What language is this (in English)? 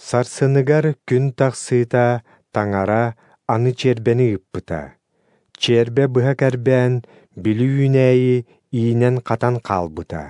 Yakut